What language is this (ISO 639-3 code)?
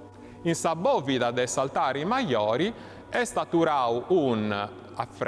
srd